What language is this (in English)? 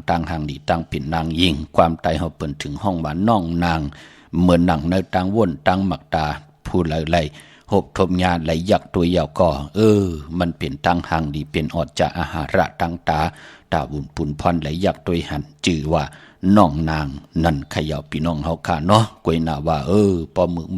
Shan